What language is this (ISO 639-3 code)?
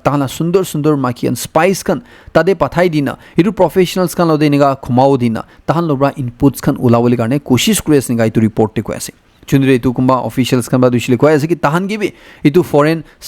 nag